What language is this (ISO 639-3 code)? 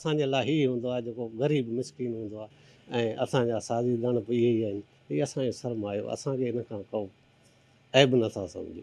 snd